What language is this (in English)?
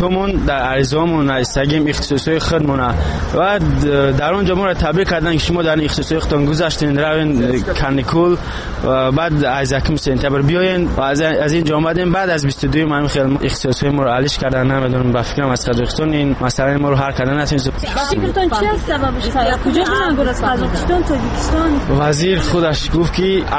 Persian